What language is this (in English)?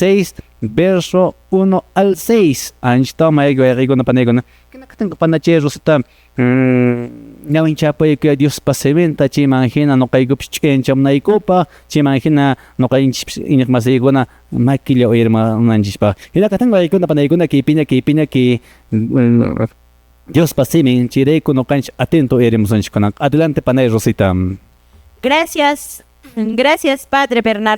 Quechua